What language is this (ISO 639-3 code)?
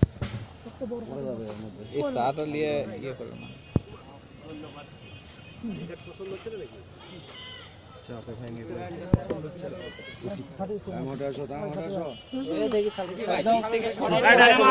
ben